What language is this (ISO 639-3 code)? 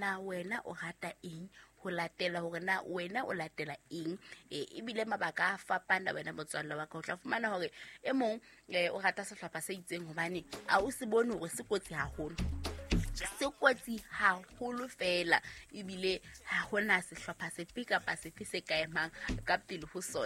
sot